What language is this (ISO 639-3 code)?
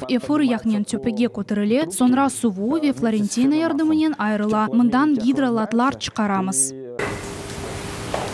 crh